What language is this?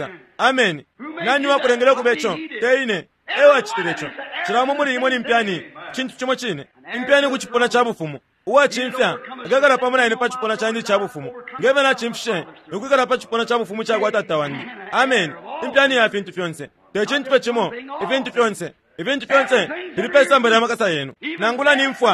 Bemba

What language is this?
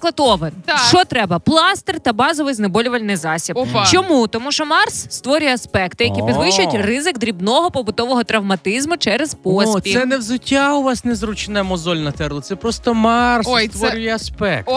Ukrainian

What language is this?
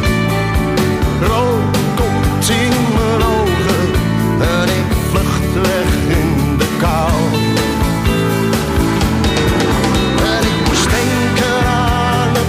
Dutch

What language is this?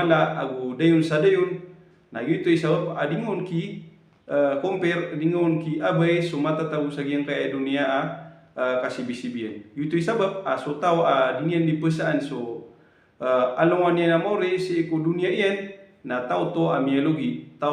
Maranao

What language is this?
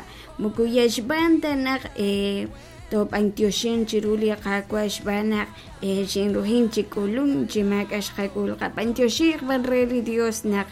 Kekchí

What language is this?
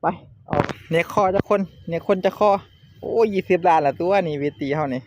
Northeastern Thai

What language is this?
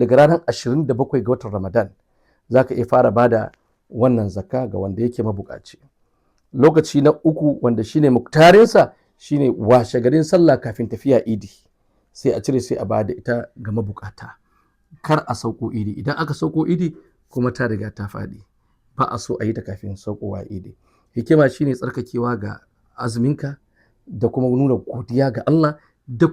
Hausa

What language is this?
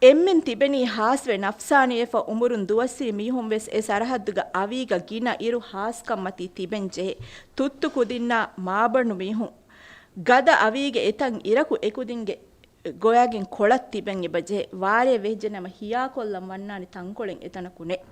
Divehi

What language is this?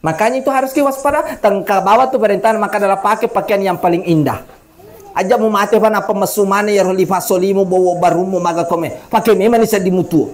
Buginese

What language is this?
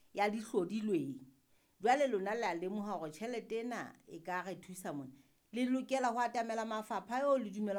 Southern Sotho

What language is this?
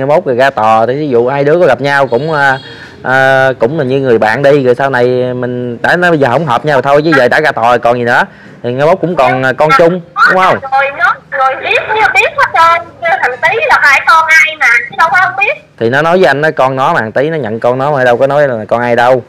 Vietnamese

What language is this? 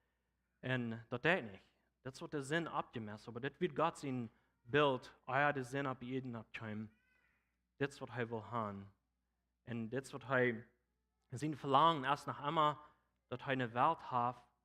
Plautdietsch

